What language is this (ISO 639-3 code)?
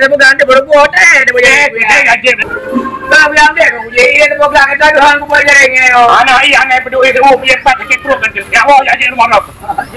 ace